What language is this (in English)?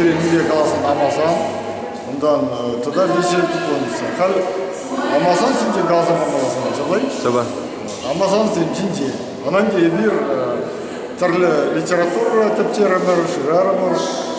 Chuvash